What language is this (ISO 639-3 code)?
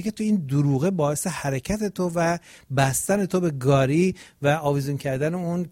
fas